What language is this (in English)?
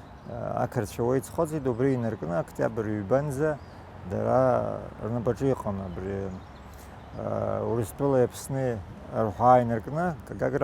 Abkhazian